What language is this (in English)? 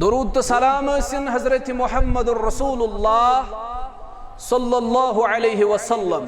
Kashmiri